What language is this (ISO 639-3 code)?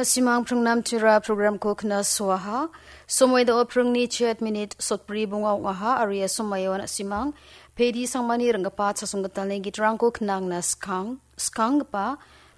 grt